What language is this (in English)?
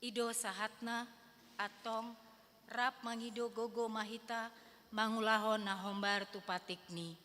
Batak Toba